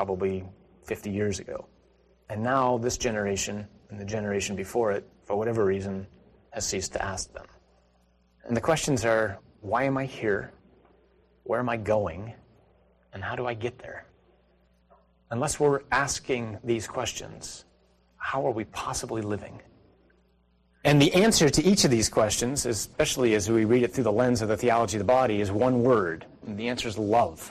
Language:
English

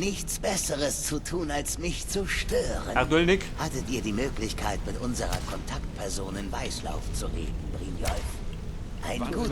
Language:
Bavarian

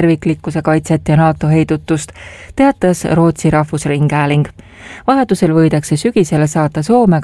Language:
Estonian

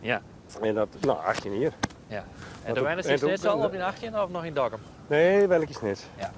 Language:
Western Frisian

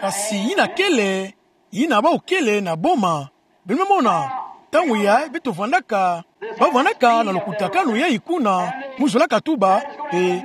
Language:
Kituba (Democratic Republic of Congo)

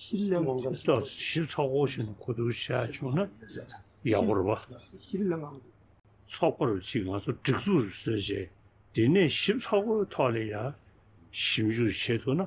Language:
Tibetan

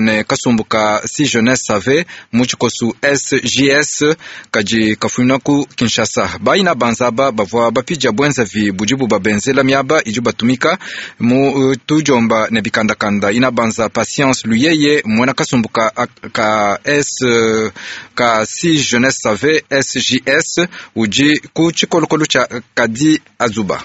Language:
Luba-Lulua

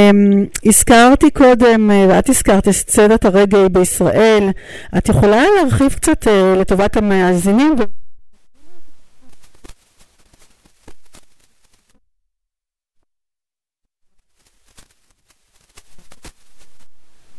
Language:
Hebrew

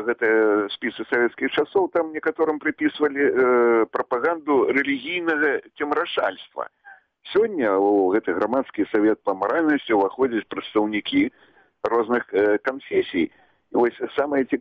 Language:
Belarusian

